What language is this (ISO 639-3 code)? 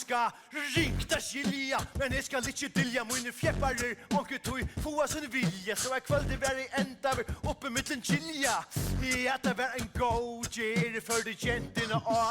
fao